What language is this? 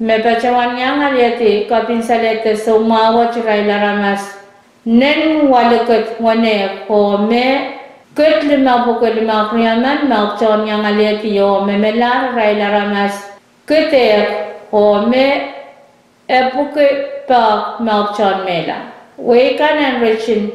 Pohnpeian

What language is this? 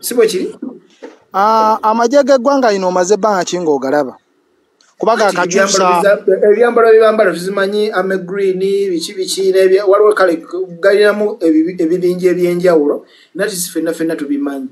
Ganda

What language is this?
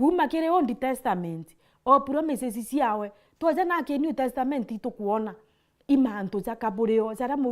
Meru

